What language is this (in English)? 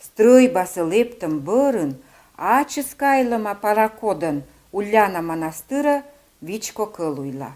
Komi